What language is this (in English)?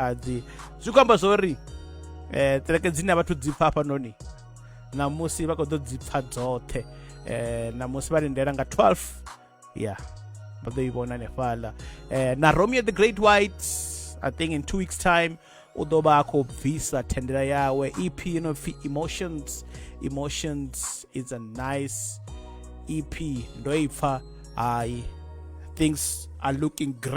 Venda